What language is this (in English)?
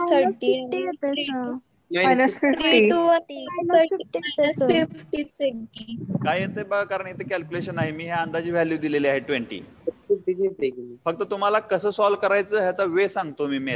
Marathi